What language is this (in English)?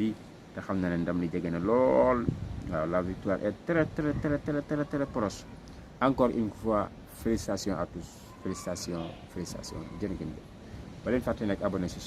Wolof